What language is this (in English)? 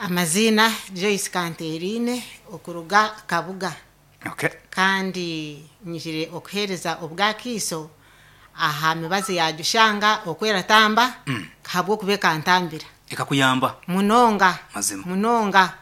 Nyankole